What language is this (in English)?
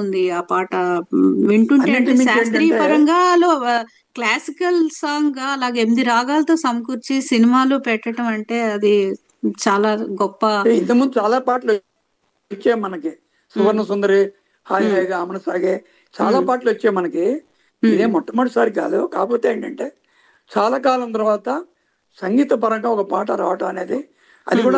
Telugu